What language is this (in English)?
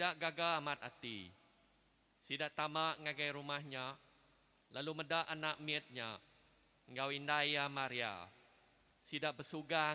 Iban